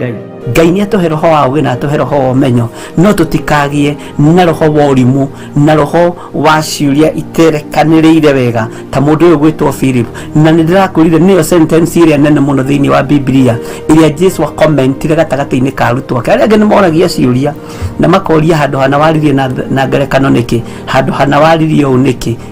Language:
Kikuyu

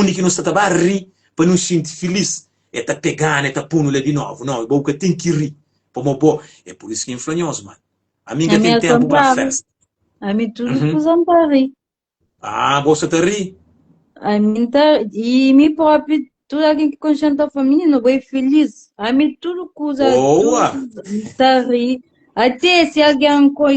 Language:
Kabuverdianu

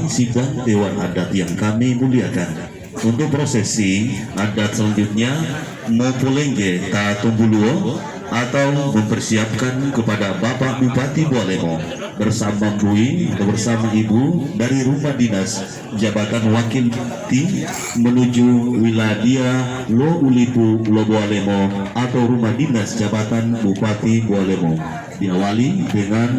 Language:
Gorontalo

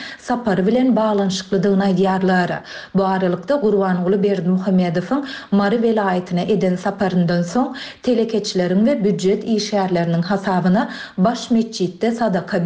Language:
Turkmen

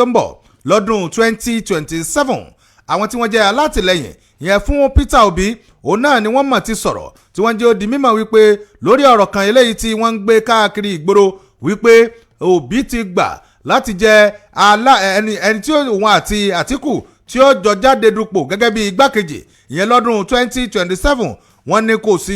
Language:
Yoruba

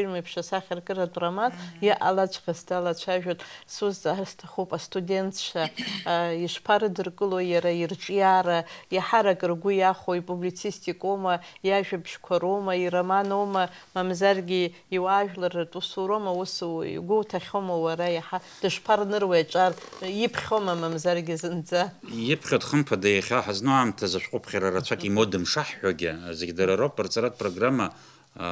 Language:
Abkhazian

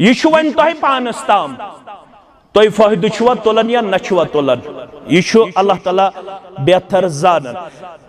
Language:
Kashmiri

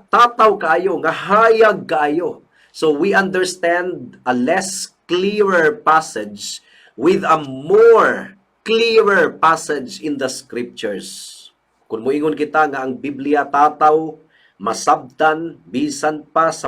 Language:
Cebuano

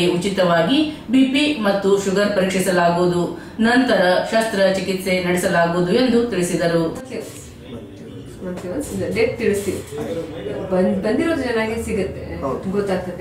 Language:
Kannada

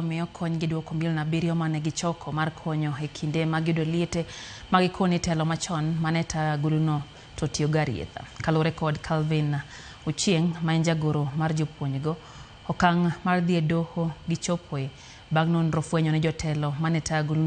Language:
Luo (Kenya and Tanzania)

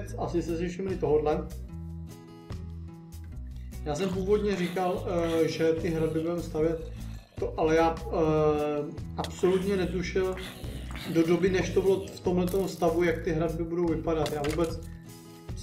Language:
Czech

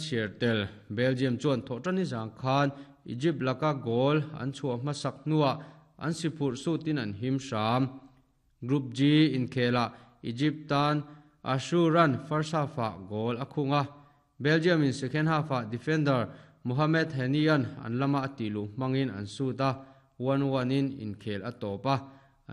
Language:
Mizo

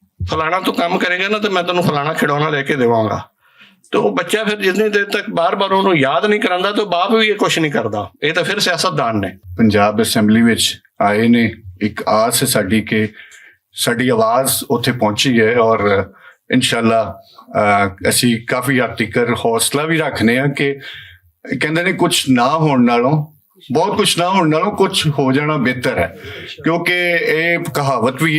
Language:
Western Panjabi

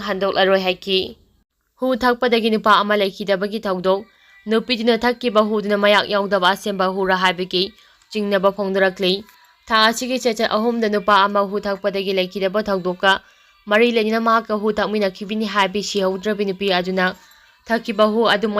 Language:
Manipuri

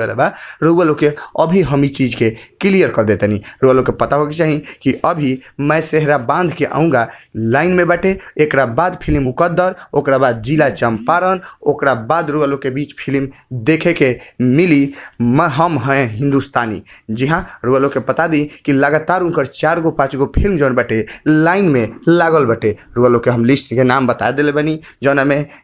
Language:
Bhojpuri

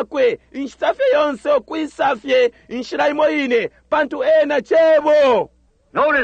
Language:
Bemba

